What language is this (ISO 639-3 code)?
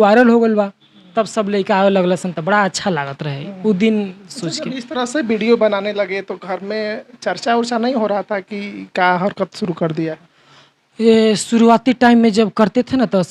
bho